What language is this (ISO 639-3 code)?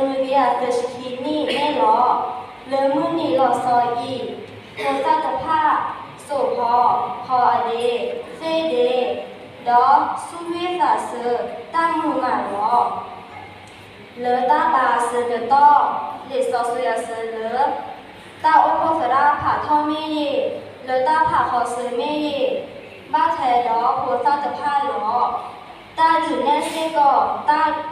ksw